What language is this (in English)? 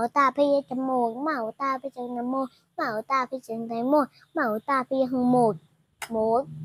Shan